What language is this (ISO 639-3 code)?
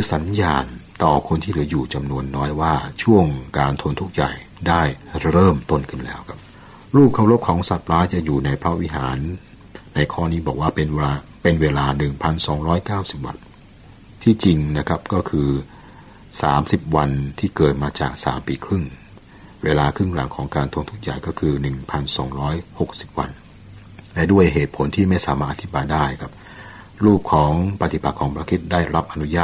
tha